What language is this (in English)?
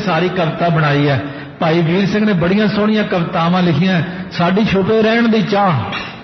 Punjabi